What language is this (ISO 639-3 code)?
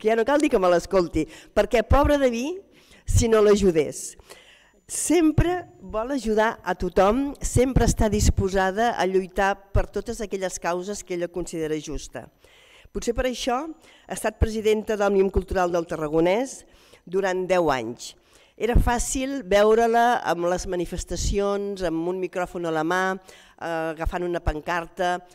cat